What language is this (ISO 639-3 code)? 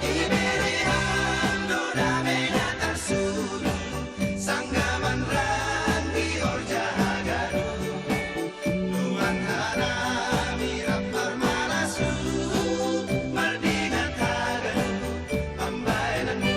bts